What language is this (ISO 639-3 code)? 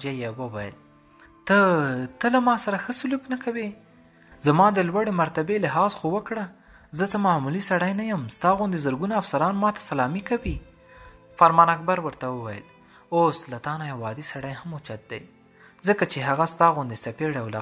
pus